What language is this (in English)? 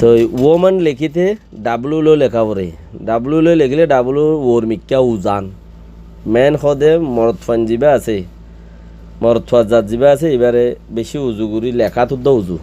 Rohingya